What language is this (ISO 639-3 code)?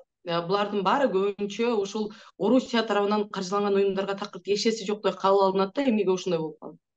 kir